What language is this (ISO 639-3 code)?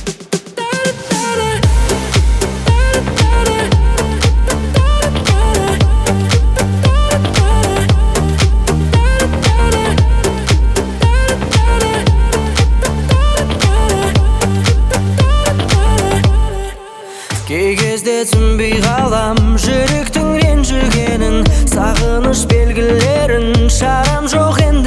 kaz